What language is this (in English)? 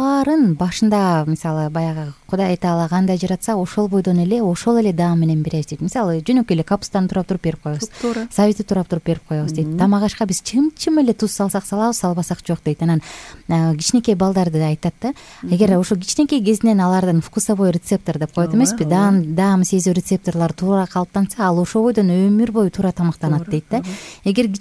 Kyrgyz